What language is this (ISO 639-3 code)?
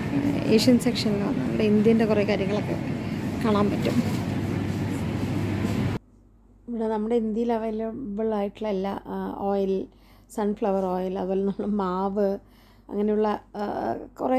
mal